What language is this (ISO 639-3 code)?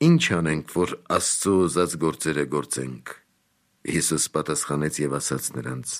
hye